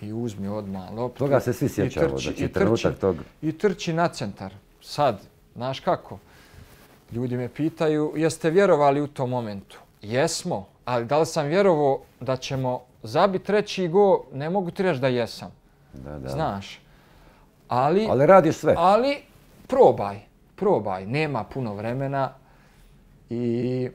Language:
Bosnian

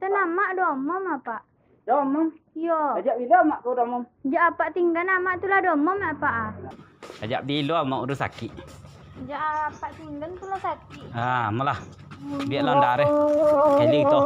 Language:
Minangkabau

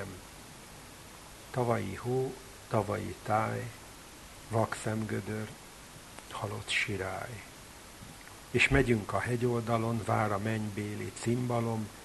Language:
Hungarian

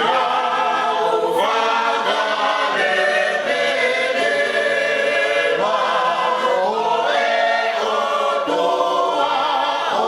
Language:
Tongan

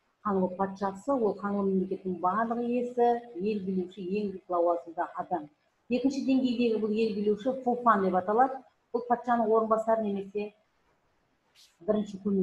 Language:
Kazakh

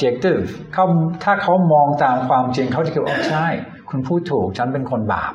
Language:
Thai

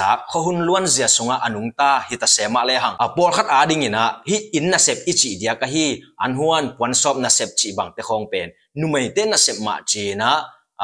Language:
Tedim Chin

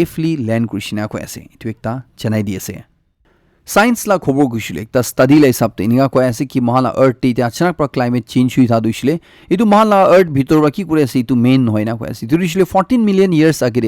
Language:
Naga Pidgin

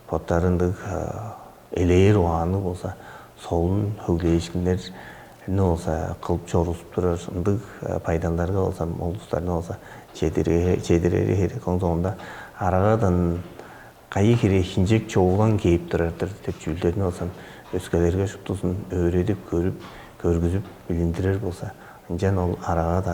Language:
Tuvinian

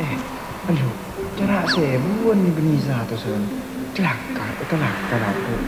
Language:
Madurese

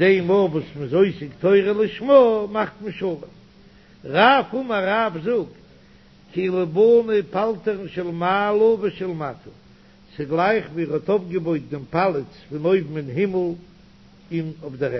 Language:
Yiddish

